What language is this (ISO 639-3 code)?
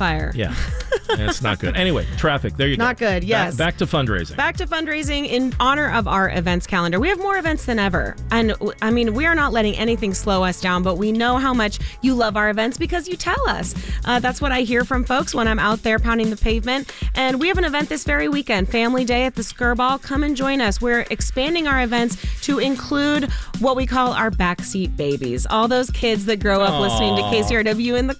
eng